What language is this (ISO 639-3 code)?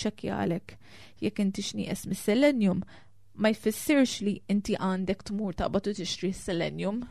mlt